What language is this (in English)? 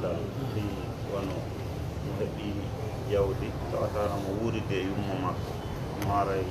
Pular